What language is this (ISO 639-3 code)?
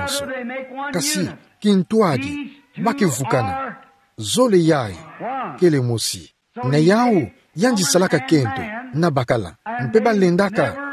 ktu